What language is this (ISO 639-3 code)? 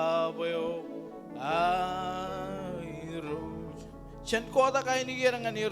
mah